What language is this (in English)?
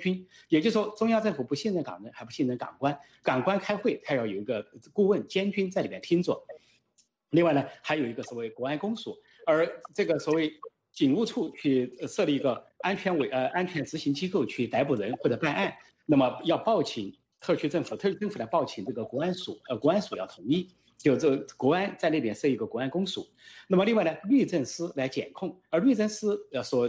Chinese